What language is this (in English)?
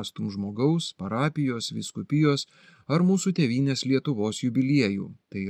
Lithuanian